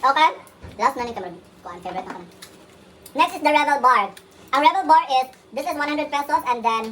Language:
Cebuano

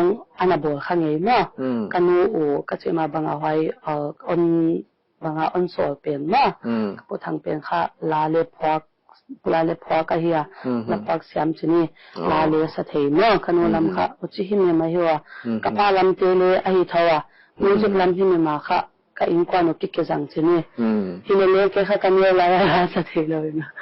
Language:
Paite Chin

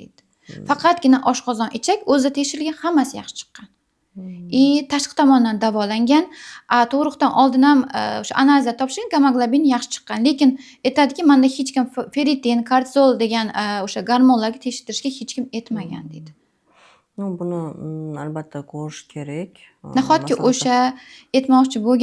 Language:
Uzbek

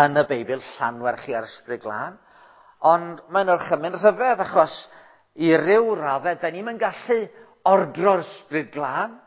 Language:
Welsh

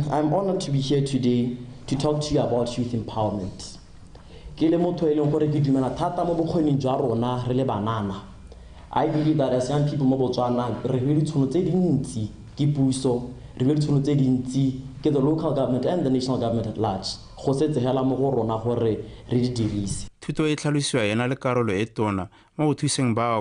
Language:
Tswana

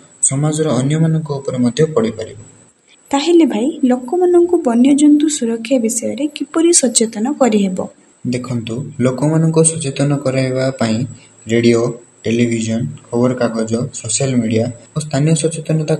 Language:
Odia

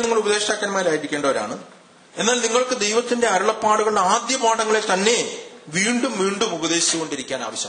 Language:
Malayalam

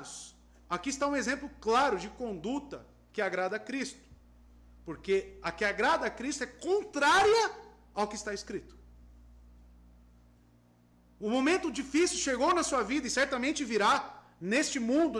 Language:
Portuguese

